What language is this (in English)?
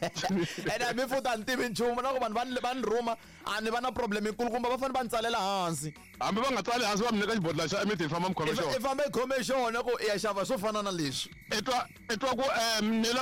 Tsonga